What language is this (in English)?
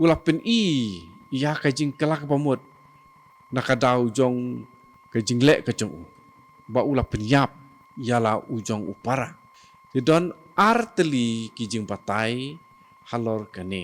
Khasi